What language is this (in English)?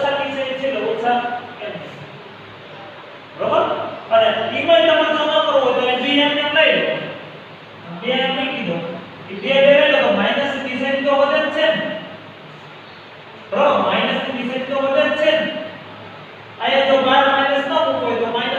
Gujarati